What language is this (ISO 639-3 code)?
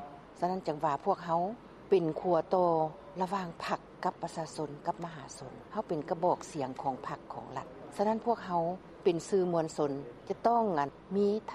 lao